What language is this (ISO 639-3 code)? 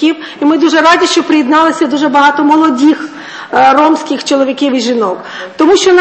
ukr